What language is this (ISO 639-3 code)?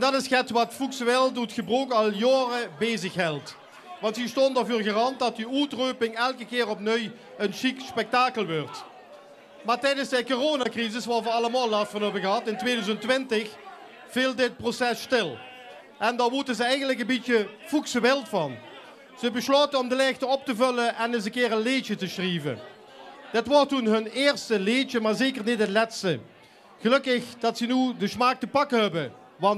lim